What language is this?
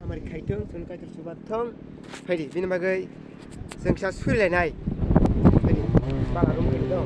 Kok Borok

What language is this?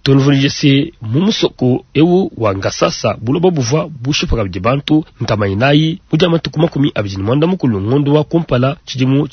Luba-Lulua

